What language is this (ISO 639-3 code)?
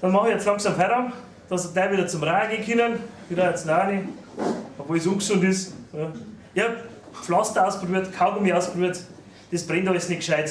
bar